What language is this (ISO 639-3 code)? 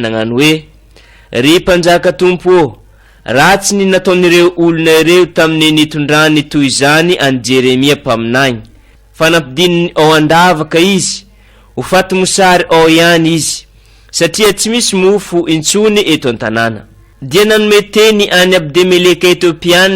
mlg